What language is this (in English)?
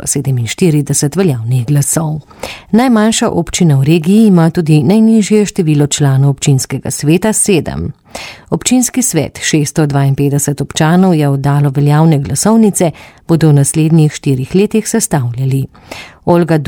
Slovenian